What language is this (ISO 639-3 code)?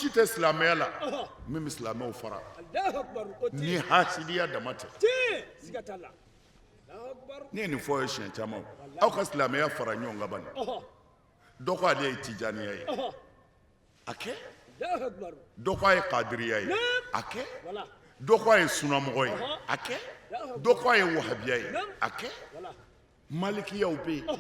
bam